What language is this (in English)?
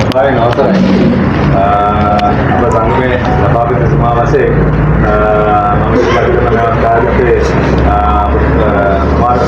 Sinhala